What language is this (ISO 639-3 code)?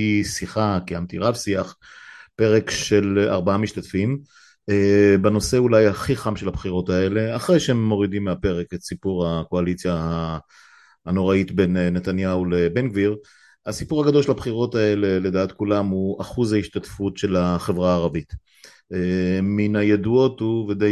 heb